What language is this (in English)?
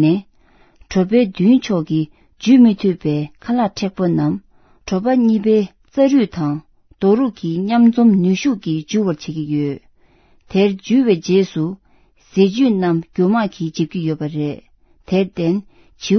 Tibetan